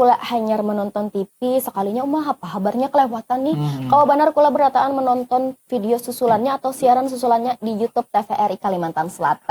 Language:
Banjar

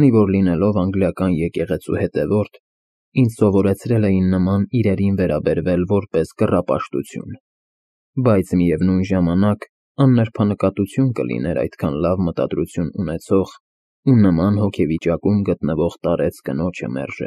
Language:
Armenian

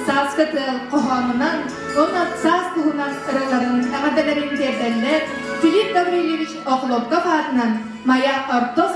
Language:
Yakut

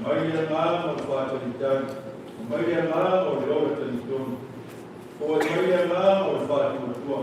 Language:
Samoan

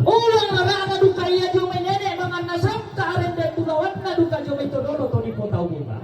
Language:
Toraja-Sa'dan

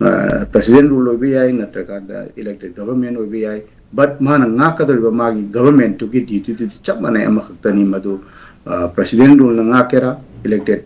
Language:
Manipuri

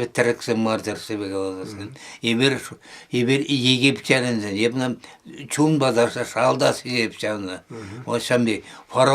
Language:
Chuvash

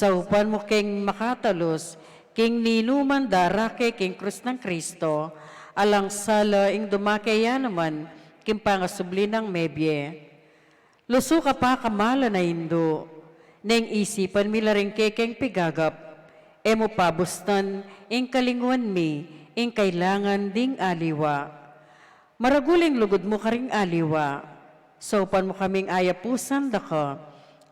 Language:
Pampanga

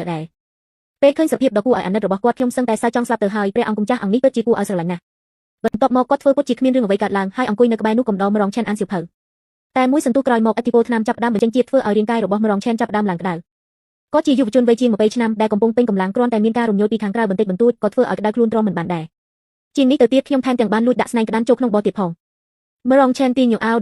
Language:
Khmer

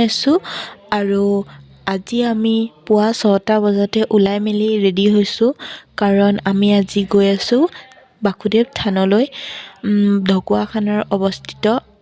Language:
Assamese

